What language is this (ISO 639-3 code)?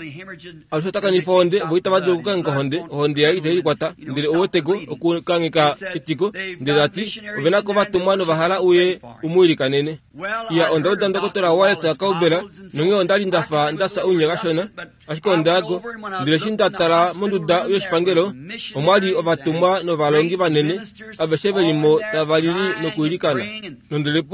kua